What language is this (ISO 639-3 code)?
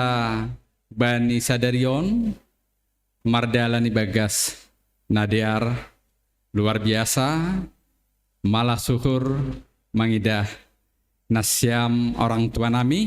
bts